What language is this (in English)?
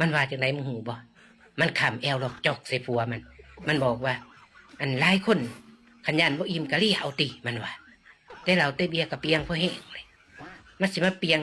Northeastern Thai